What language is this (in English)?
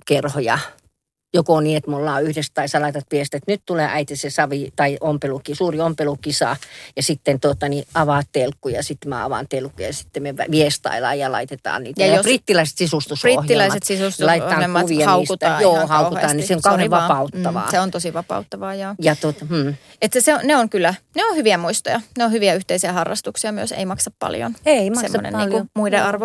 Finnish